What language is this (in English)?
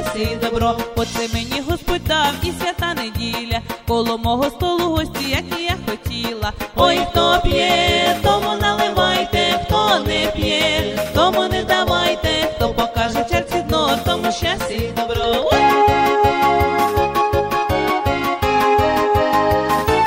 Ukrainian